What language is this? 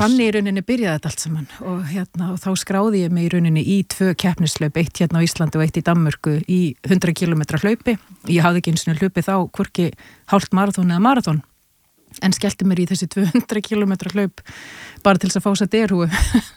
Icelandic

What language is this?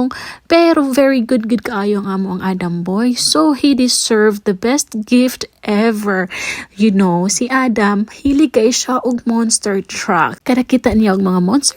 Cebuano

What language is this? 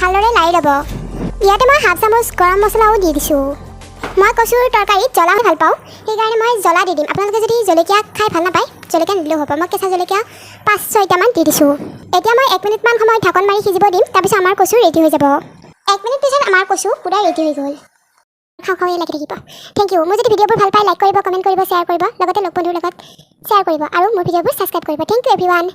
Assamese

